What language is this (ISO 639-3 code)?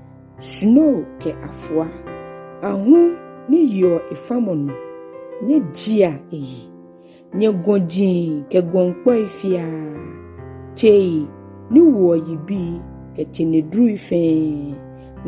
gaa